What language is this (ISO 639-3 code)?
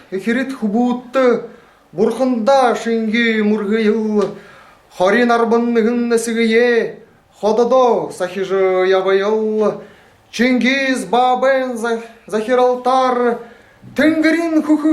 bua